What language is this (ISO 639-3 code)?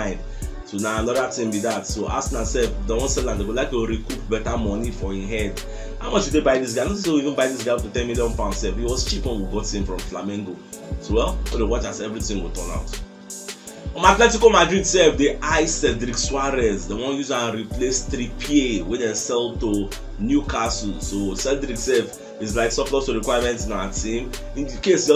pcm